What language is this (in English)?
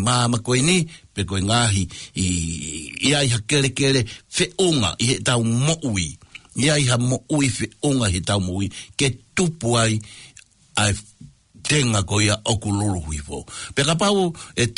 Tongan